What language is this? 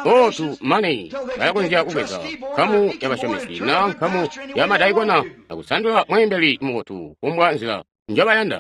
Tonga (Zambia)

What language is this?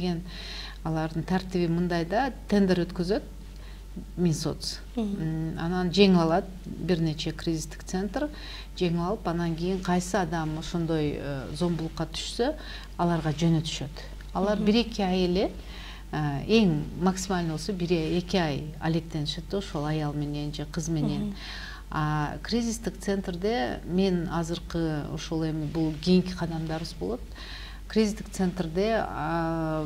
Kyrgyz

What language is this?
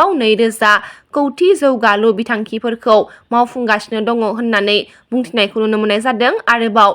Bodo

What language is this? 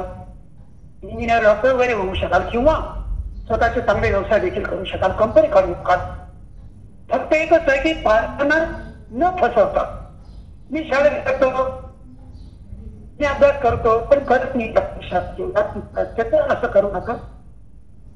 Marathi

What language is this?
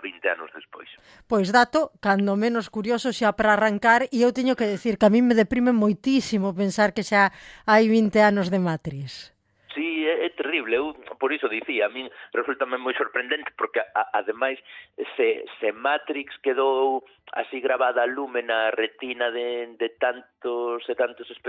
Galician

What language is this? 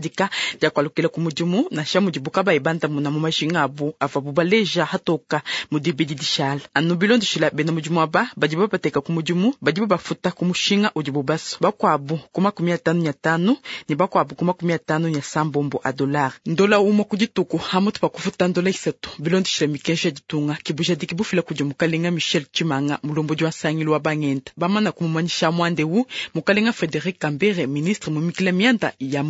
Luba-Lulua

